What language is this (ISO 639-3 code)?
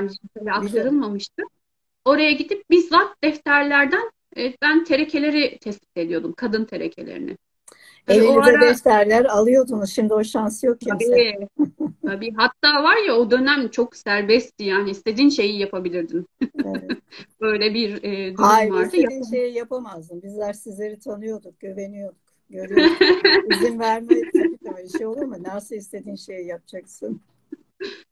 tur